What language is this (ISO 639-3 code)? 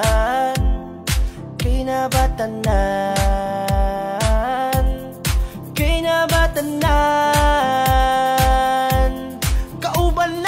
ceb